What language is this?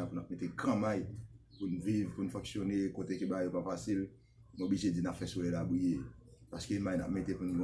Haitian Creole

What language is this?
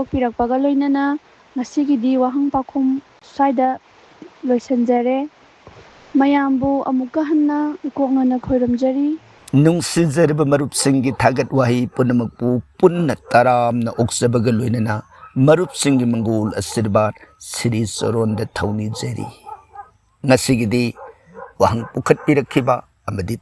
Manipuri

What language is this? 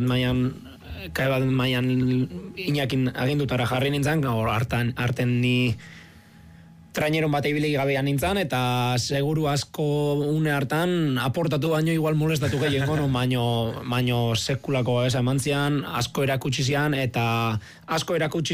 Basque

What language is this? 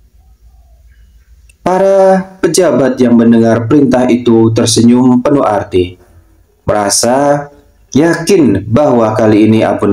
Indonesian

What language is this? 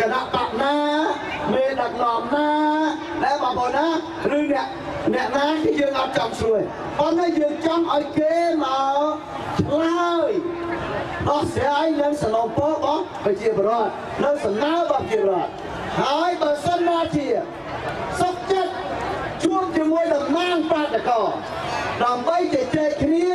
Khmer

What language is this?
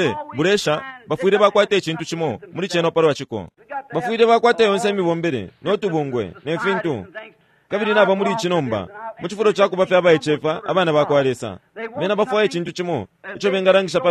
Bemba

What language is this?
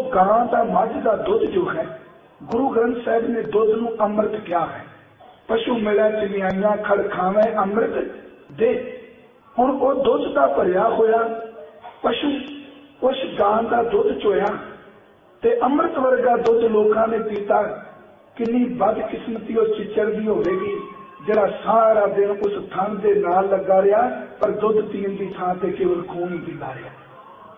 Punjabi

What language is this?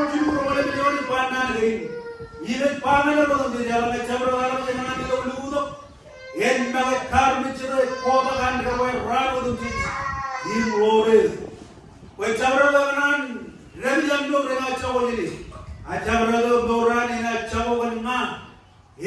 Marshallese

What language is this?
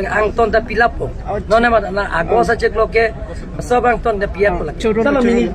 Karbi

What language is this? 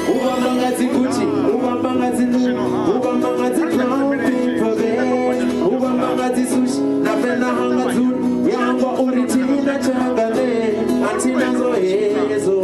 Venda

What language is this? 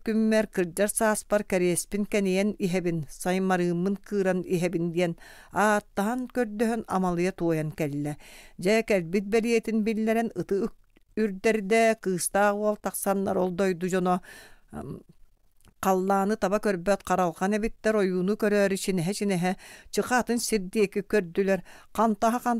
Yakut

